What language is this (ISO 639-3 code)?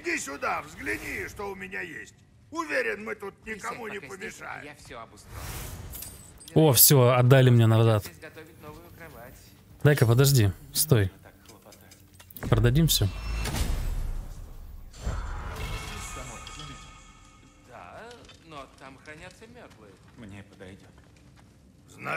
rus